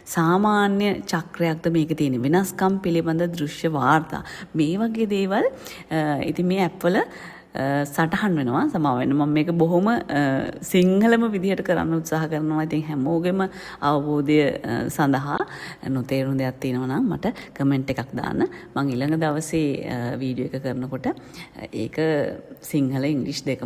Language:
Sinhala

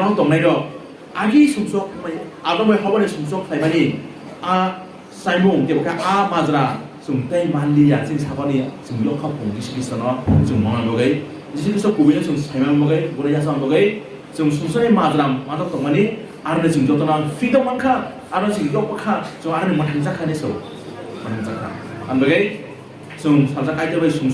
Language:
Kok Borok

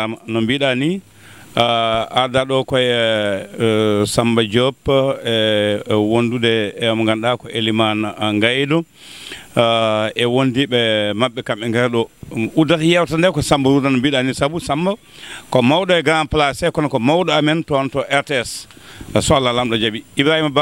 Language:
Fula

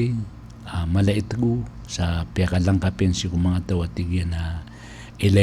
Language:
Maranao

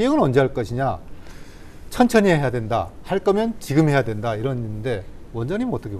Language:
Korean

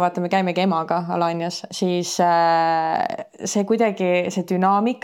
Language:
Estonian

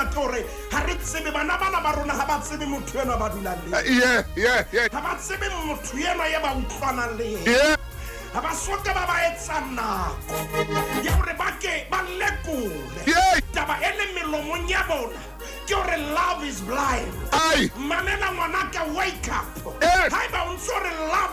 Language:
Southern Sotho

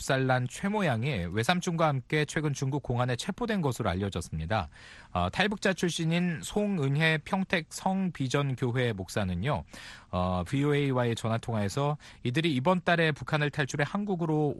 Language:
Korean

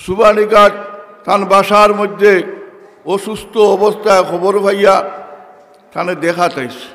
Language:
Sylheti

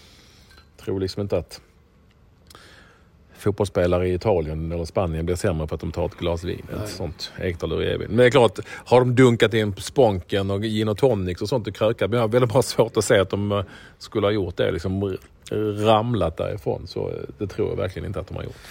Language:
Swedish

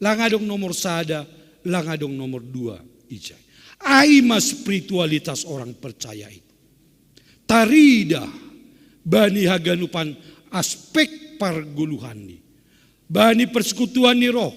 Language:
Batak Simalungun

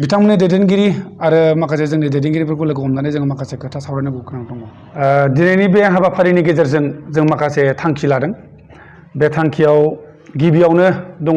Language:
Bodo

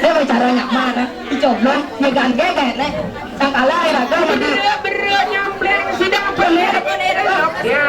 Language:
Balinese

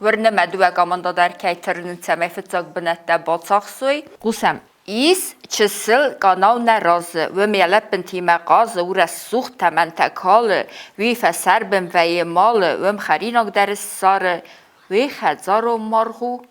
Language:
Ossetic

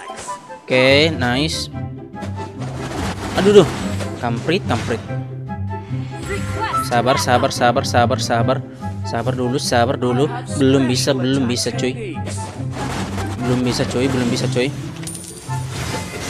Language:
Indonesian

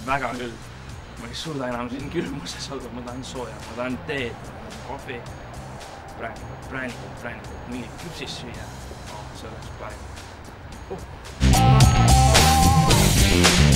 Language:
Estonian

